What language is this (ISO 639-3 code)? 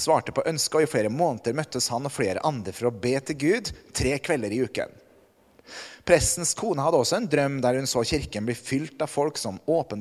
nor